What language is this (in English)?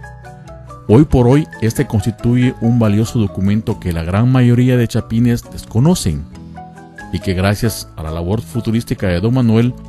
Spanish